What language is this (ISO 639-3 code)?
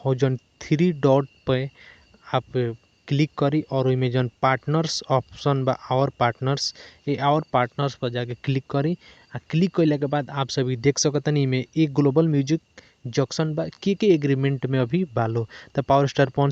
bho